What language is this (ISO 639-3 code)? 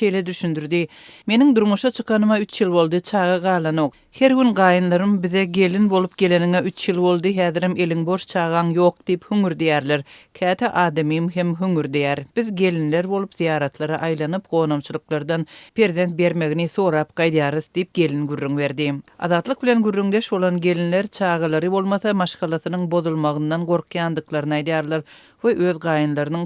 tuk